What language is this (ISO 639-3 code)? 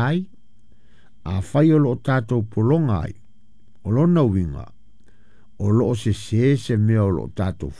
smo